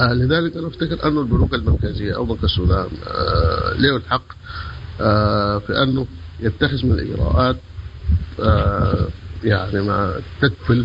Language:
Sudanese Arabic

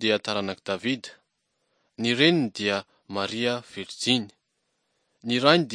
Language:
Malagasy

